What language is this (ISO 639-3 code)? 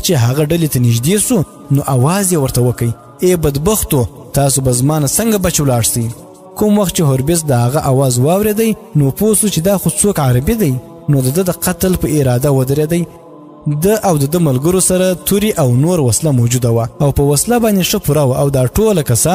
pus